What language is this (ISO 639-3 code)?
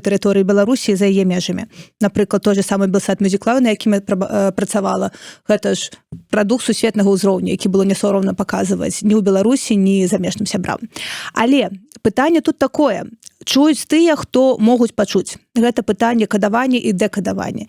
bel